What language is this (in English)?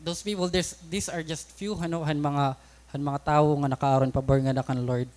Waray